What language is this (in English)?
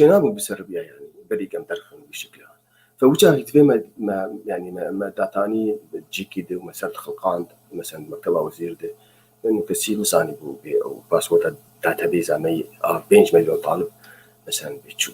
Kurdish